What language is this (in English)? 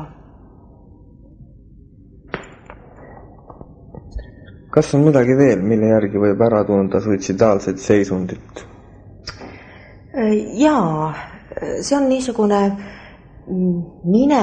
Estonian